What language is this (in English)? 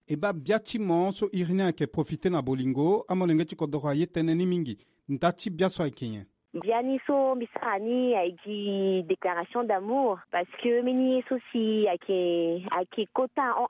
Sango